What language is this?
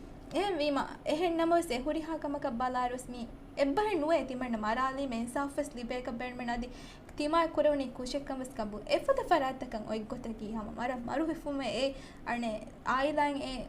Divehi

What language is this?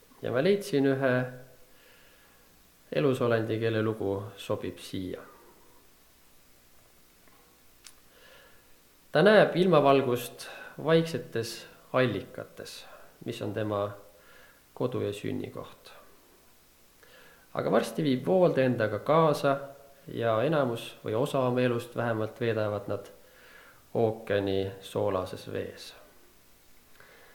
Estonian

